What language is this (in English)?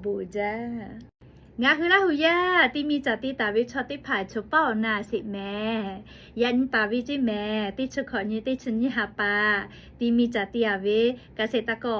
Lahu